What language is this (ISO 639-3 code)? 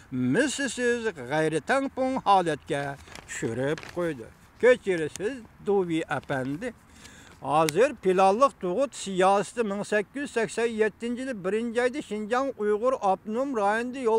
uig